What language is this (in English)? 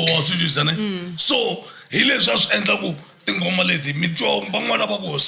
Tsonga